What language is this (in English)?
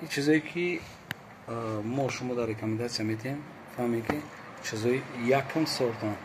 Tajik